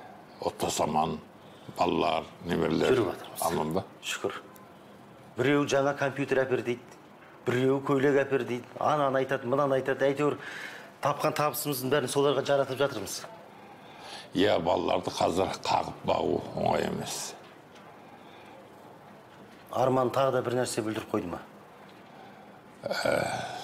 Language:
Kazakh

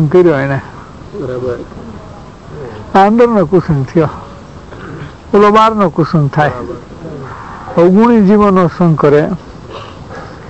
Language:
Gujarati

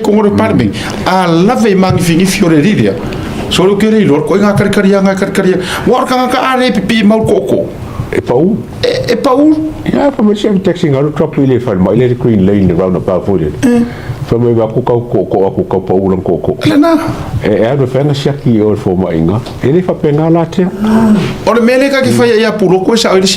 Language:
Samoan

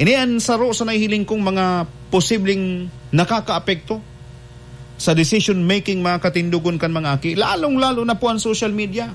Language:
Bikol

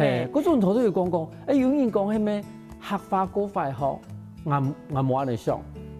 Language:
Hakka Chinese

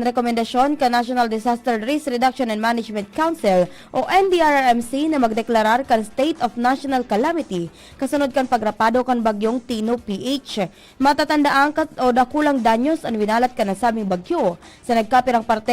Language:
Bikol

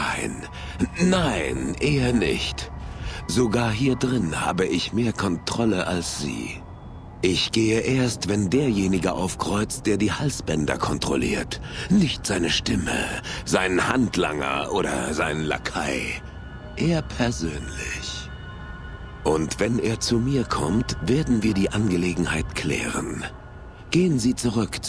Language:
Bavarian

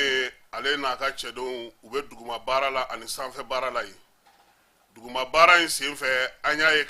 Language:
Bambara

